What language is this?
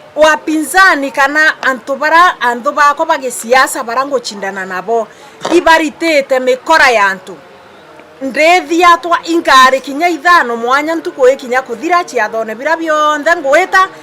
Meru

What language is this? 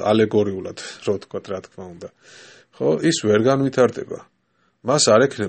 Georgian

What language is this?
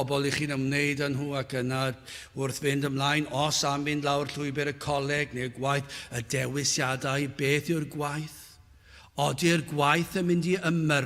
Welsh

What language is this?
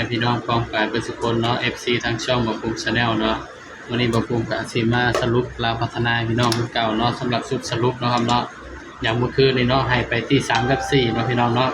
Northeastern Thai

